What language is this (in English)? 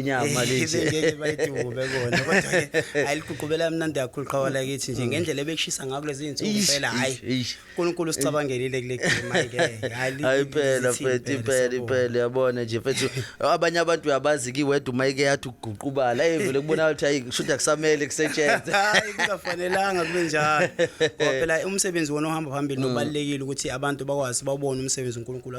Zulu